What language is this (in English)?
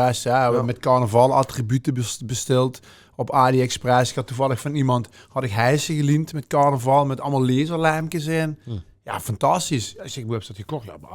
Limburgish